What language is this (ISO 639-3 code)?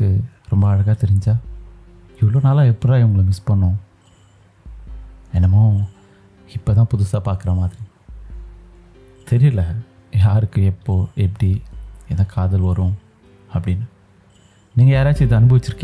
tam